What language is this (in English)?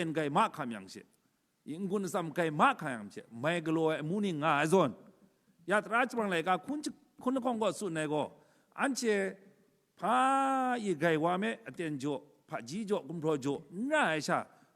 Kachin